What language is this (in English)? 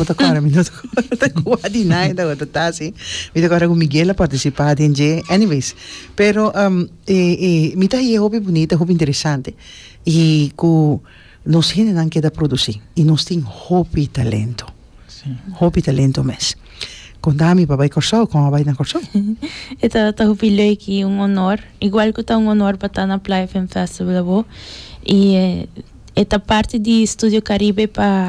Papiamento